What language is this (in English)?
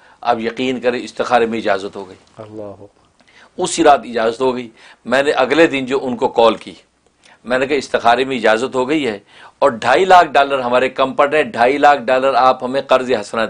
Urdu